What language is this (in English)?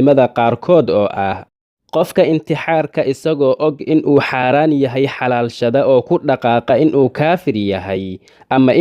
Somali